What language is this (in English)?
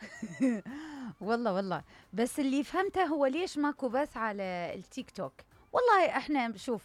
Mesopotamian Arabic